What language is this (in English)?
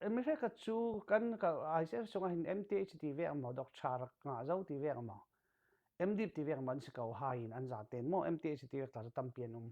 Falam Chin